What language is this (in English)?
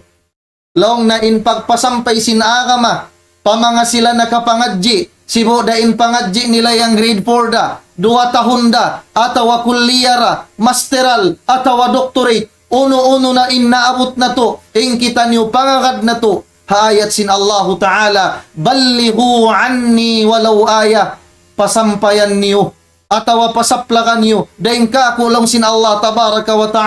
Tausug